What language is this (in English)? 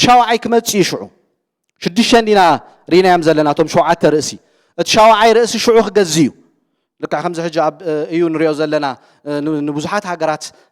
Tigrinya